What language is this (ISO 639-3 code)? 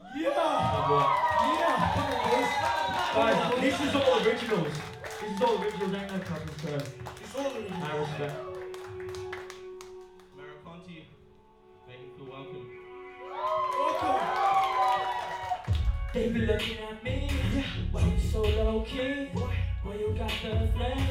eng